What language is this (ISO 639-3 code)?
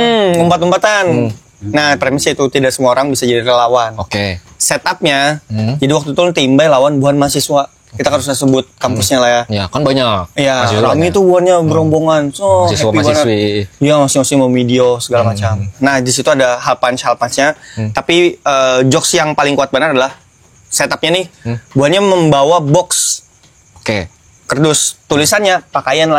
bjn